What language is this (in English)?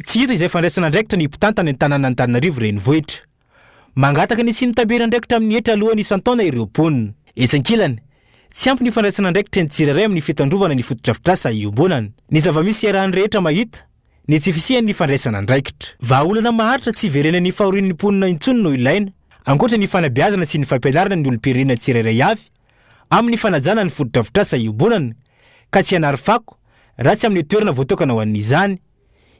Malagasy